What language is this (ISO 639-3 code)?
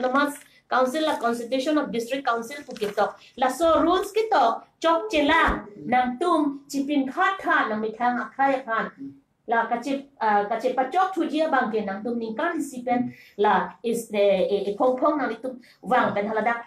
mjw